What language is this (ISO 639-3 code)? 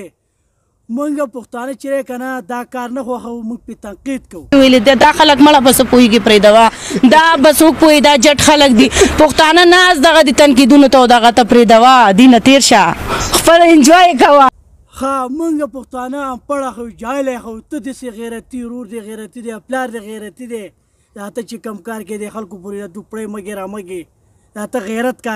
pus